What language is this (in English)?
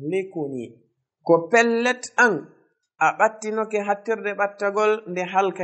Fula